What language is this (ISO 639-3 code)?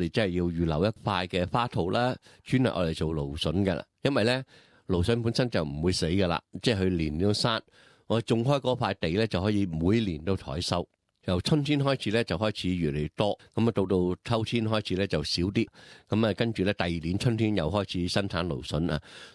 yue